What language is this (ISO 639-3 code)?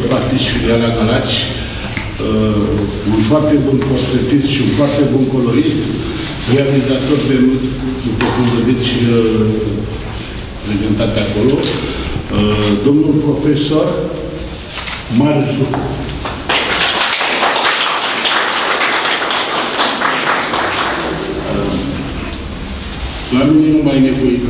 ron